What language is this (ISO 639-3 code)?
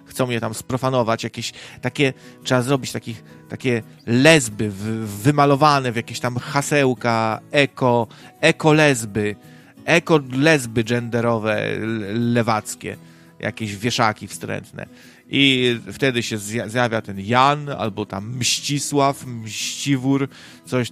pol